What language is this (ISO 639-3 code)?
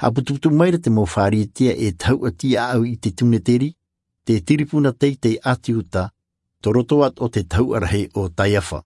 tah